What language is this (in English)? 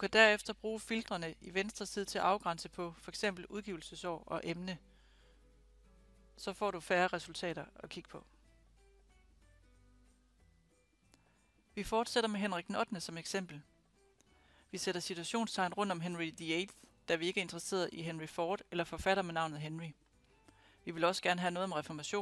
Danish